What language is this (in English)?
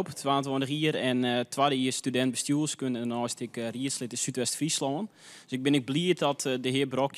Western Frisian